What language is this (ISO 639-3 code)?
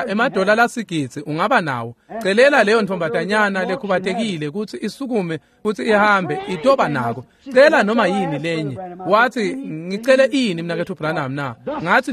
ssw